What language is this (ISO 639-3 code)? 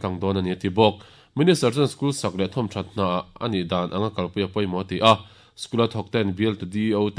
lus